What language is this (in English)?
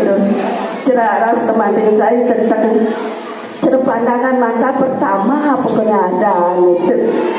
Balinese